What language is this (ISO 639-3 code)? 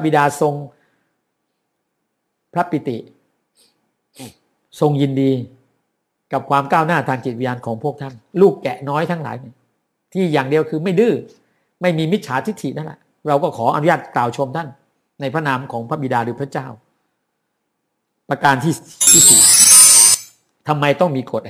tha